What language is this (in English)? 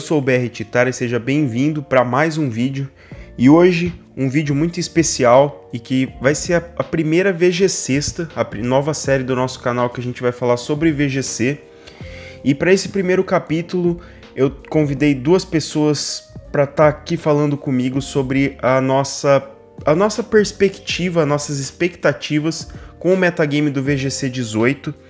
Portuguese